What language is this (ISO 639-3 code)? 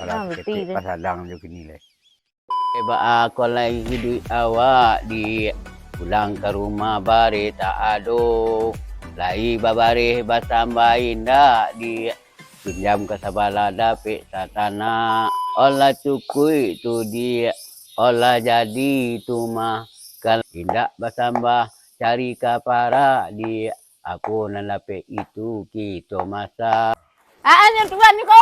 min